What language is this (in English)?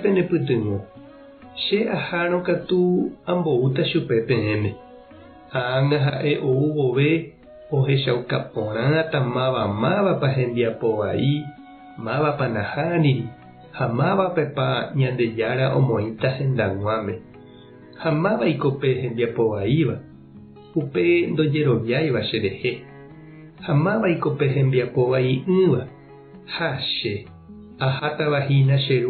Guarani